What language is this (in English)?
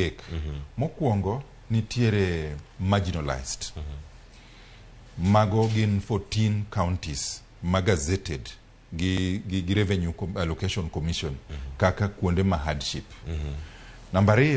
Luo (Kenya and Tanzania)